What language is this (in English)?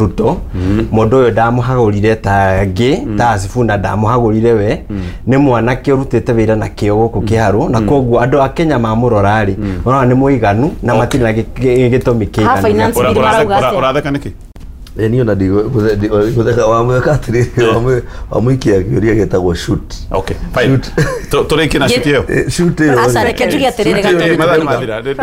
Kikuyu